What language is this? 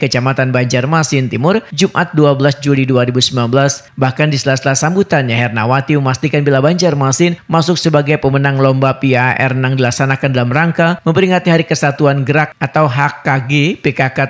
Banjar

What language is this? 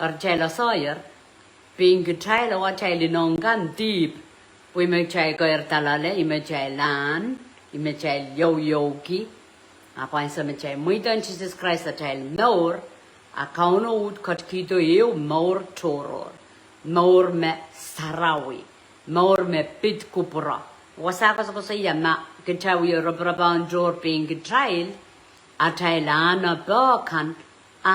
Pohnpeian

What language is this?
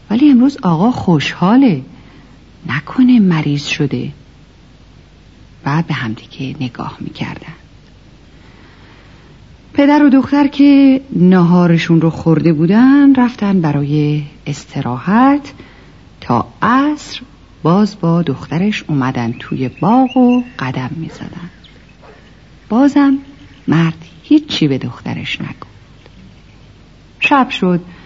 Persian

